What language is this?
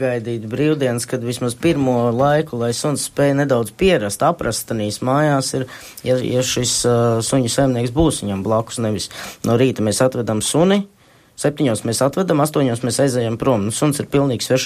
Latvian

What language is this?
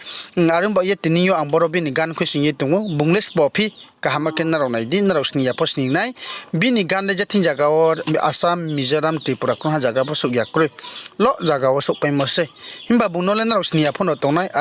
Riang (India)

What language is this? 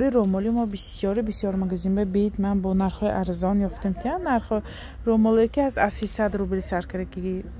Tajik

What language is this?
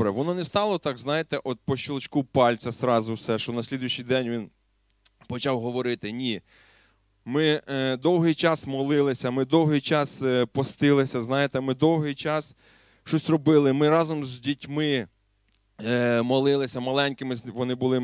Ukrainian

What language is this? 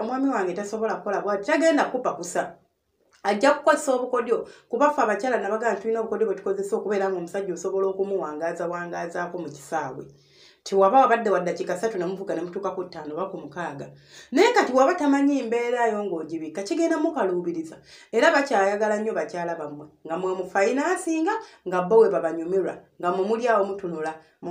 Ganda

